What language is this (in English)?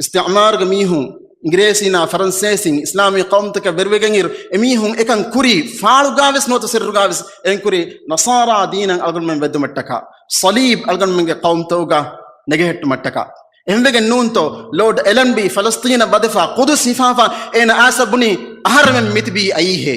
Divehi